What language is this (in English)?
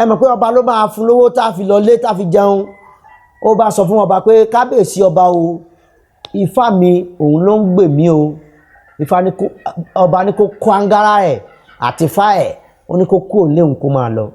Yoruba